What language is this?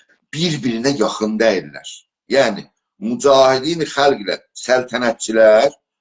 South Azerbaijani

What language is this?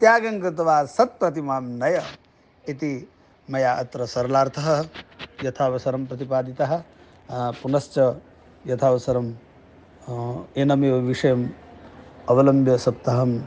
Sanskrit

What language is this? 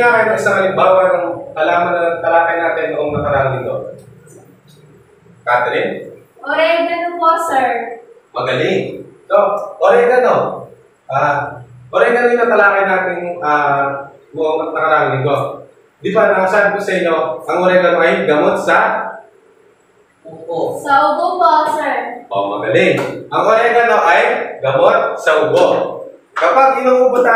Filipino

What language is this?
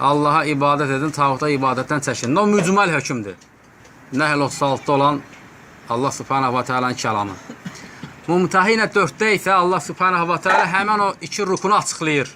Azerbaijani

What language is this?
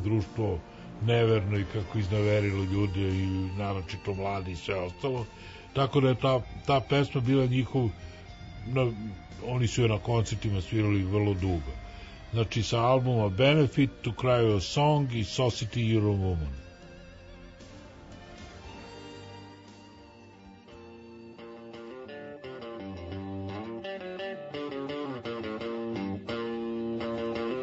Serbian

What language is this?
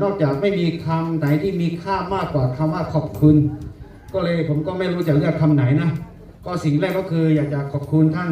Akha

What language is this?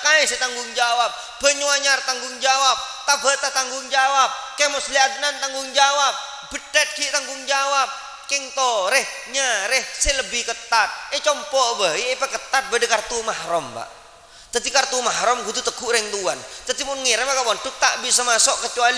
Madurese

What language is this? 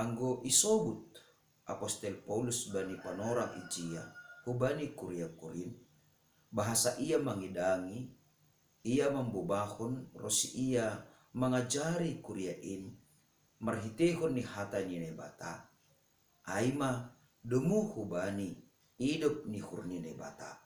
Batak Simalungun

